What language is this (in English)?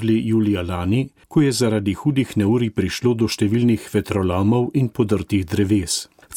Slovenian